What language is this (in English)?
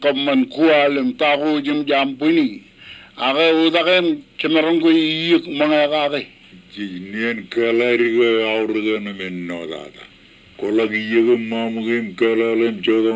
Marshallese